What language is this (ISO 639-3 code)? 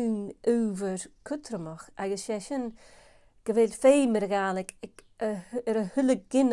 gla